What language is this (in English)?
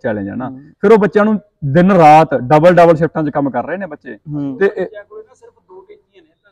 Punjabi